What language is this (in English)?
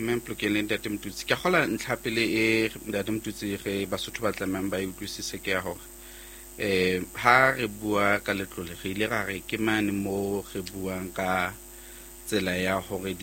Southern Sotho